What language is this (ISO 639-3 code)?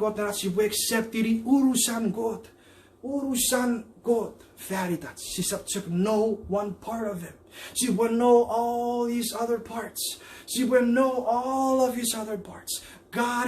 chk